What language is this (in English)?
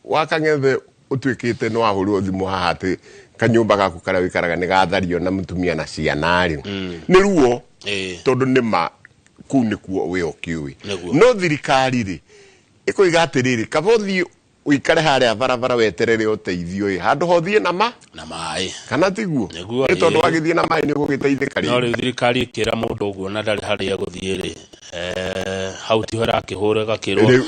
Kikuyu